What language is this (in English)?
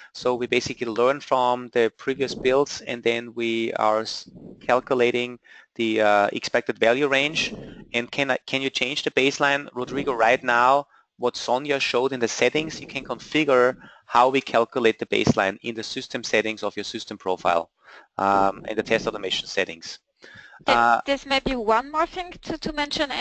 English